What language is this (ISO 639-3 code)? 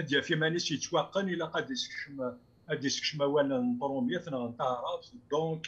kab